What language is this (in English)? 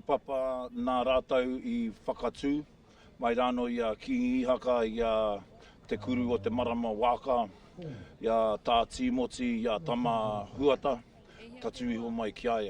Māori